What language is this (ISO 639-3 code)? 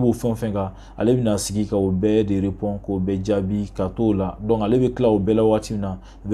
bam